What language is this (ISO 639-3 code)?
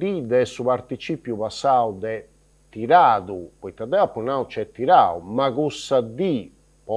srd